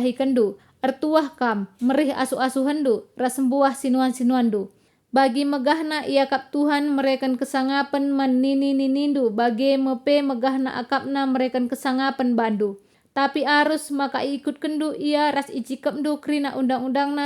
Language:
Batak Karo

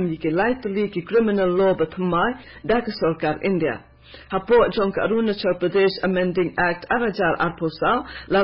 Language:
Khasi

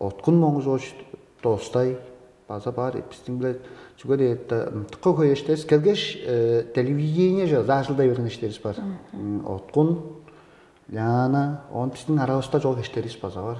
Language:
Tuvinian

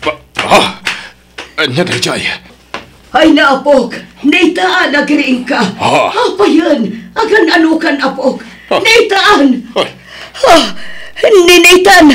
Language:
Iloko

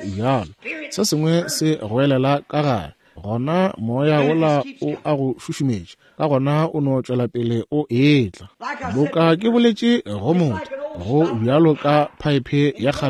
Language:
Northern Sotho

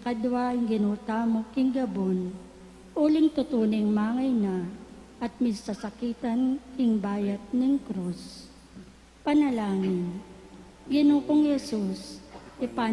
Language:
Pampanga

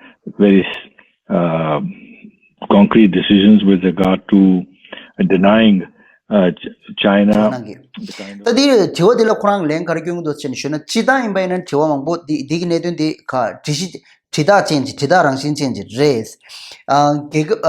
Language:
Tibetan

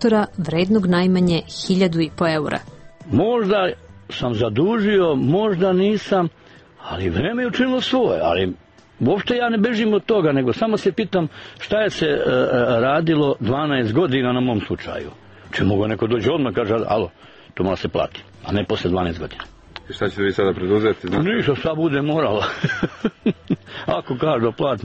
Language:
Serbian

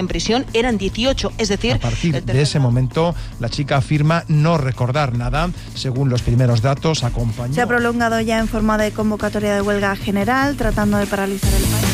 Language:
Spanish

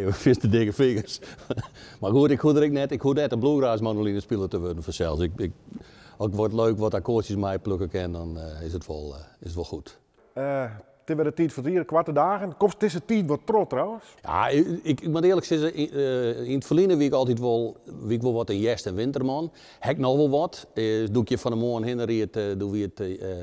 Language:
Western Frisian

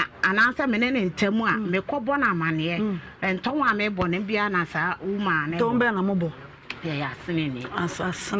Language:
Akan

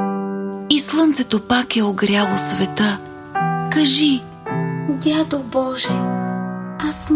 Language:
Bulgarian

